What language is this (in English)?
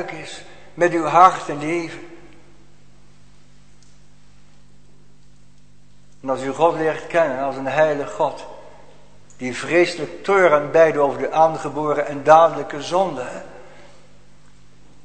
Dutch